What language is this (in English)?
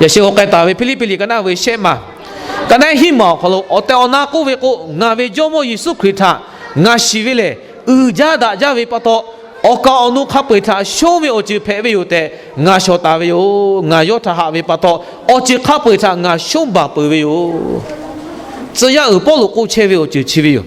Lahu